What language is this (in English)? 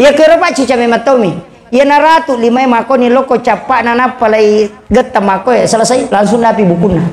Buginese